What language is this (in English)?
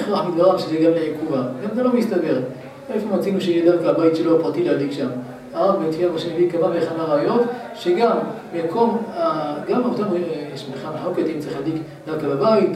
Hebrew